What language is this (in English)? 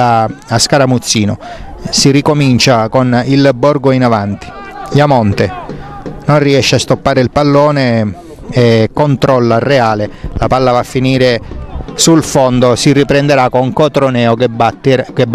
Italian